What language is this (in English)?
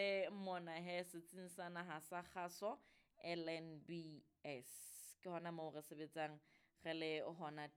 Southern Sotho